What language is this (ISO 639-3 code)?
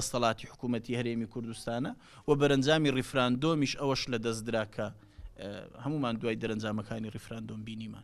ckb